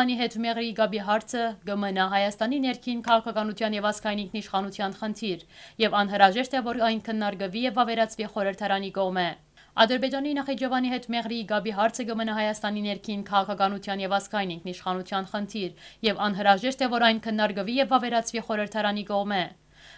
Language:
Western Armenian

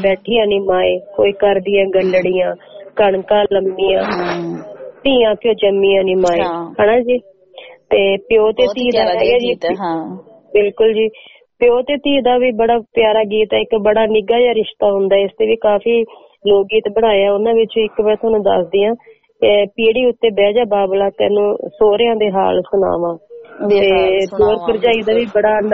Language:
Punjabi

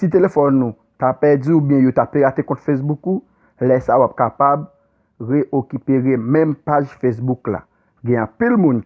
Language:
Haitian Creole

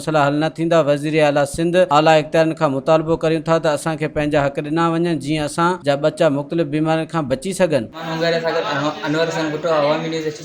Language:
Sindhi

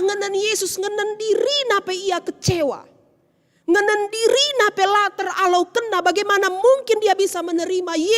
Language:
Batak Karo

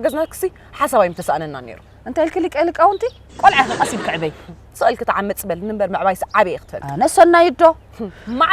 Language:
Tigrinya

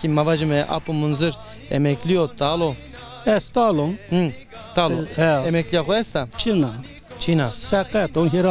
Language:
Zaza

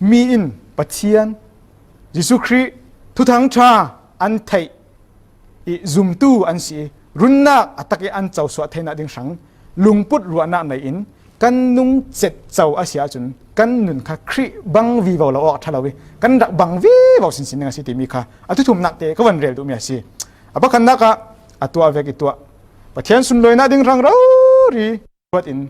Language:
Falam Chin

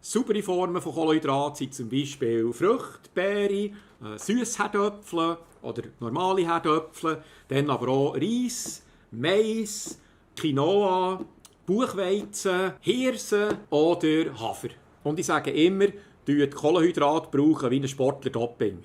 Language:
Swiss German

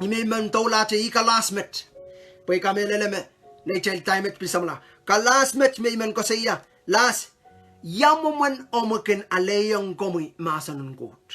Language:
Pohnpeian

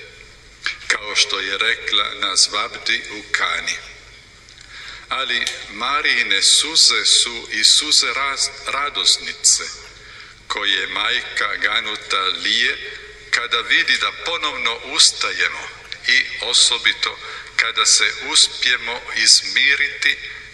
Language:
Croatian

